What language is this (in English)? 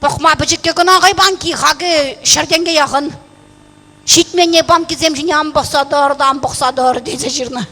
Chuvash